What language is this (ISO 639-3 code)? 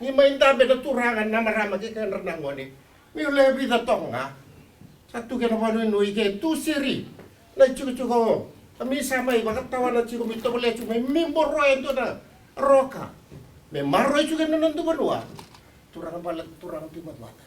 fij